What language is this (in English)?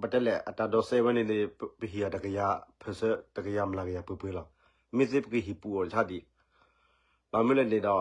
S'gaw Karen